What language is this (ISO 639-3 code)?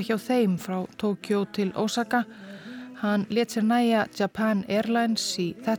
isl